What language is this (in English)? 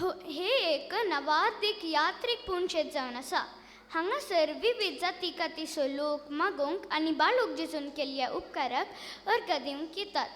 Konkani